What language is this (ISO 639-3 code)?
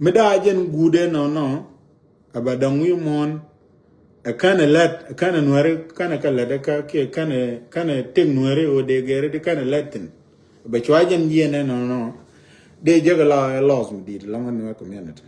nus